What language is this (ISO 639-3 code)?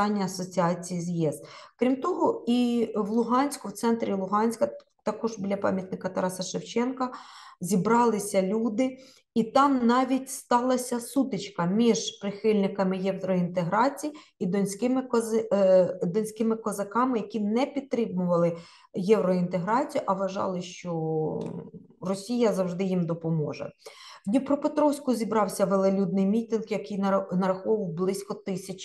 ukr